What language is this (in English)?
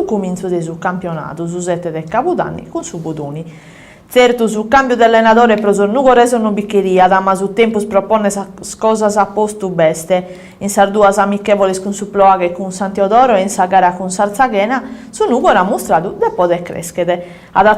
Sardinian